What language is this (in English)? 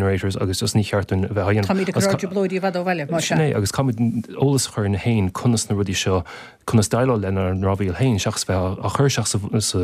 Irish